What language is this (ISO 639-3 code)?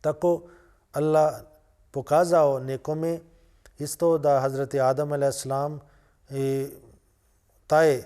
bos